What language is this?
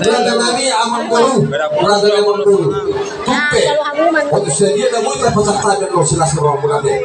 Batak Toba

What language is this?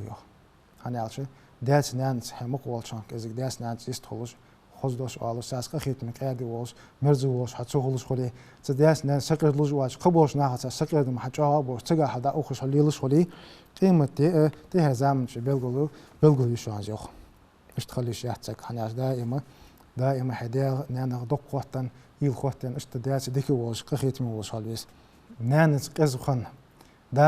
Ingush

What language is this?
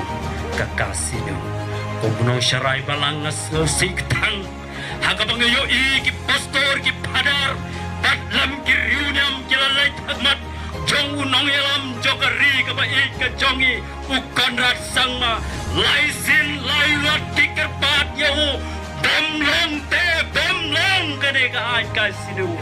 Khasi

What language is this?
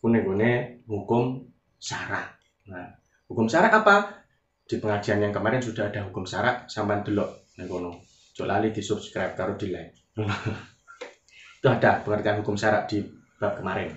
Javanese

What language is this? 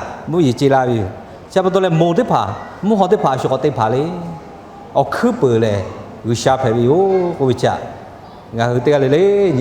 Lahu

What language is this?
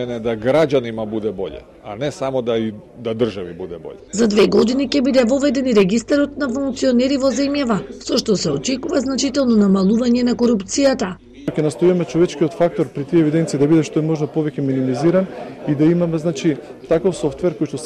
Macedonian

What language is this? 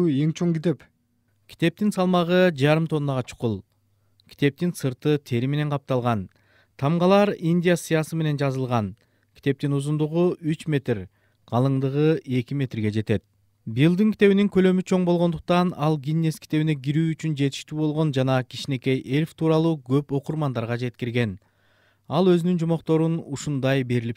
Kyrgyz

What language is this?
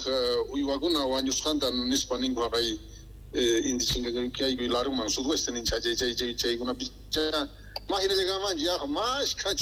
South Bolivian Quechua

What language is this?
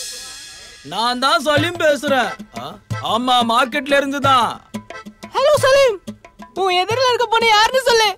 Tamil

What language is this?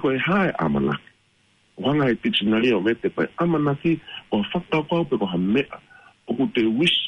Tongan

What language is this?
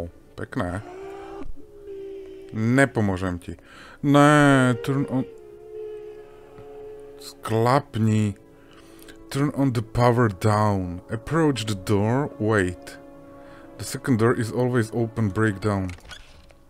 Slovak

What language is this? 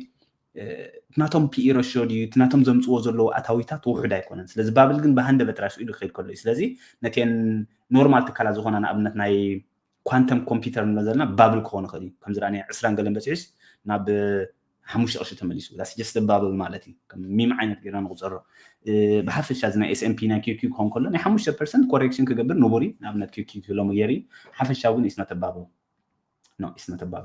Tigrinya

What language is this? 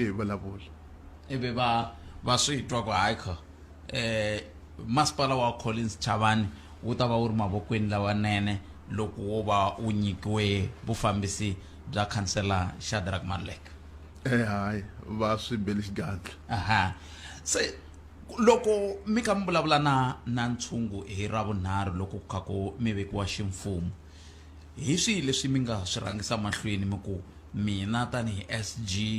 Tsonga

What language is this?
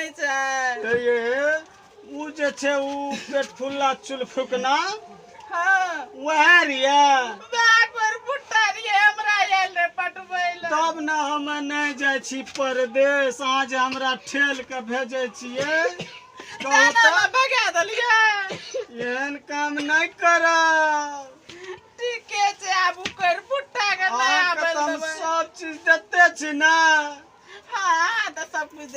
Maithili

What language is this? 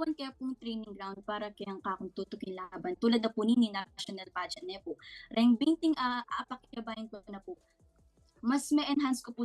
Pampanga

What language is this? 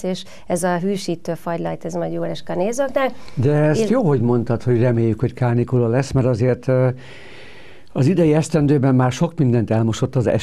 Hungarian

